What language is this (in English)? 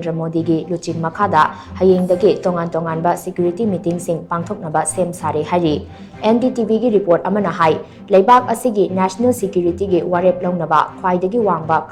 Manipuri